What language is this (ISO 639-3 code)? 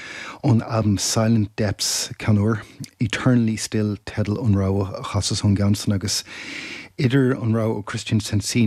gle